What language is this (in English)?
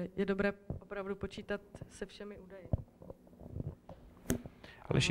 Czech